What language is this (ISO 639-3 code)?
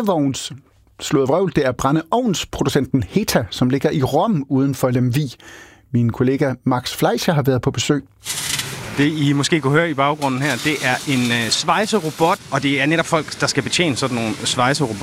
dan